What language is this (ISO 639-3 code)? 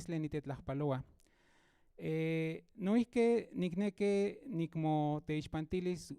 nhn